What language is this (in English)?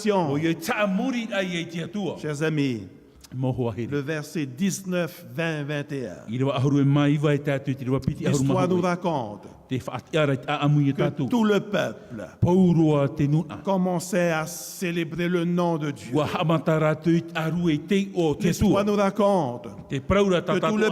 Tahitian